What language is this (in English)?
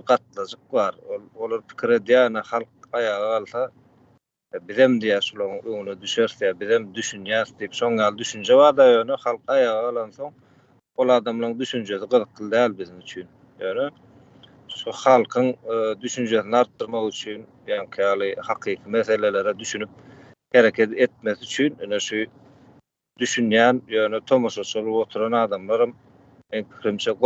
Turkmen